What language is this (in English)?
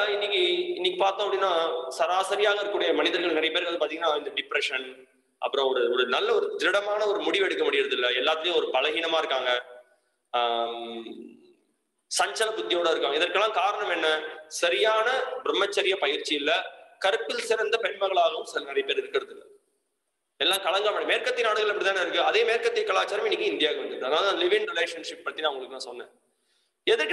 Tamil